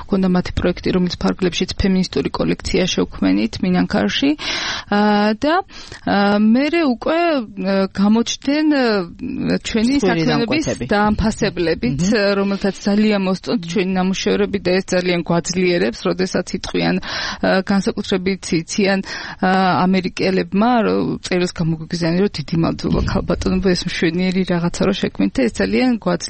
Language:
Georgian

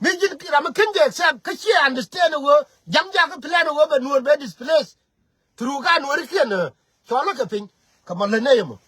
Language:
Nuer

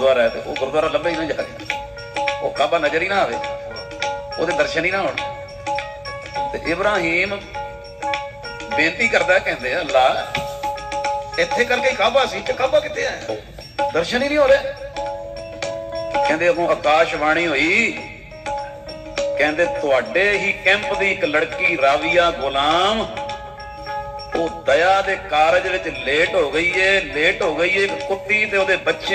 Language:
Punjabi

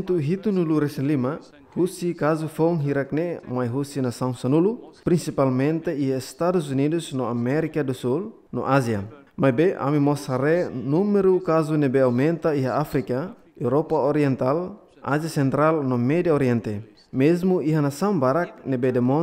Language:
Tetum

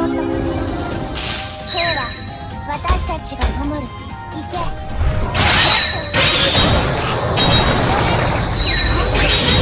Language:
Japanese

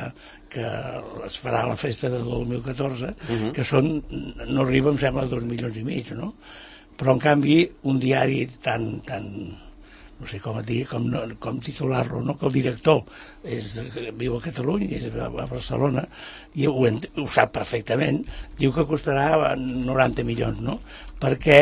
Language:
Catalan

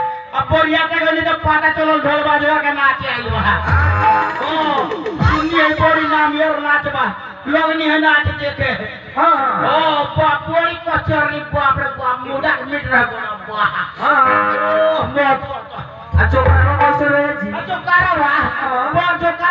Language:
Bhojpuri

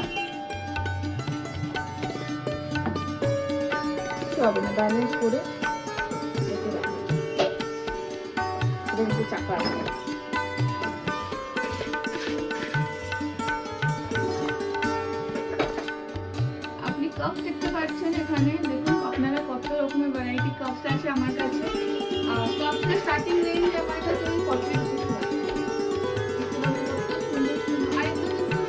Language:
Bangla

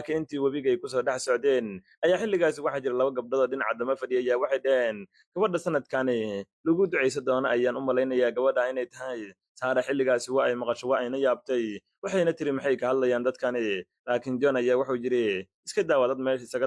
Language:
Somali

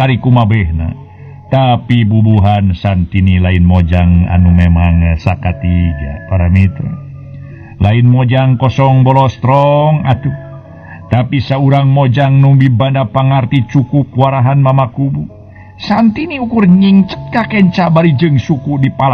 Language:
Sundanese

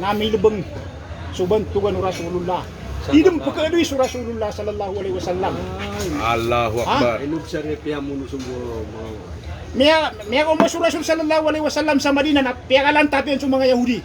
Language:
Maranao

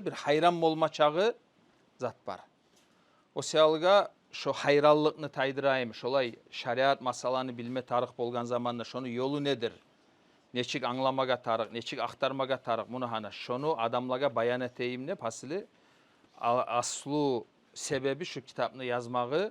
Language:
Kumyk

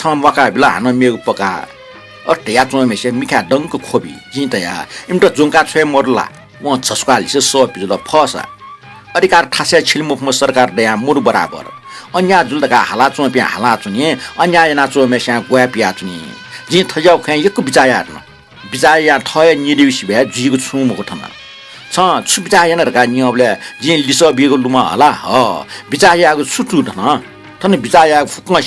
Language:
Newari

